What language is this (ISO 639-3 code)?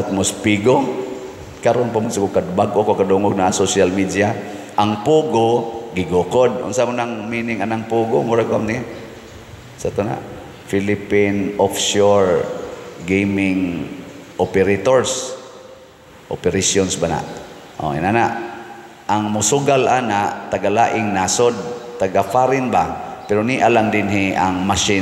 ceb